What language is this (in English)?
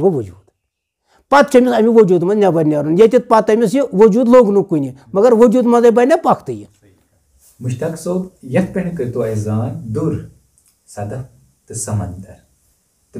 Kashmiri